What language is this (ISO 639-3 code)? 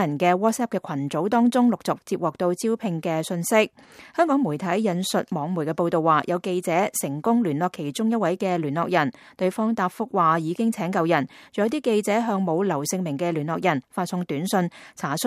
yue